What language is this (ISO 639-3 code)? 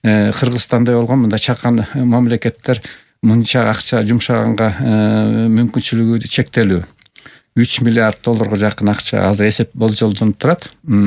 kir